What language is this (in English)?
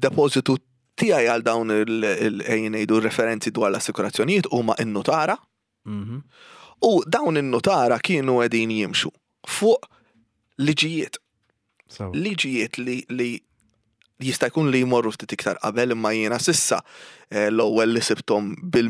Maltese